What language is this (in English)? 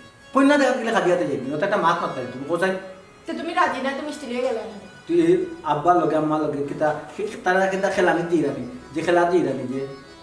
Sylheti